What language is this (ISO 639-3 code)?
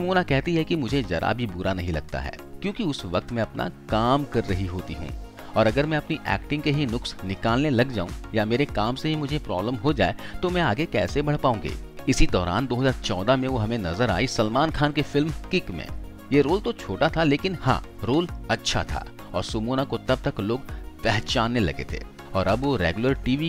hin